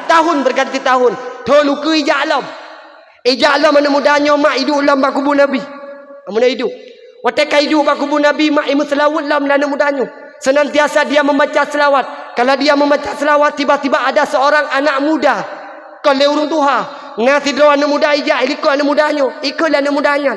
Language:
Achinese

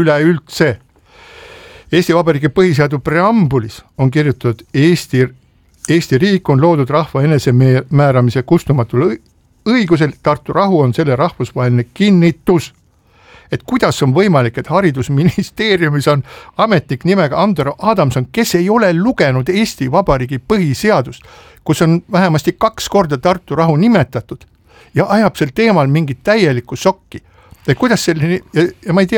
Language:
Estonian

